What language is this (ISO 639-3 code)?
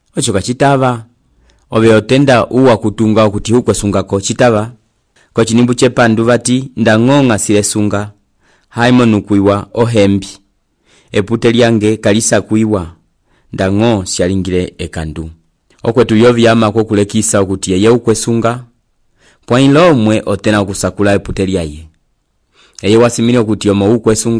umb